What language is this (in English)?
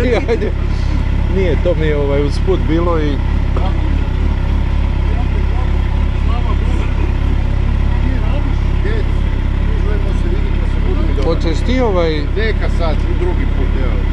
Croatian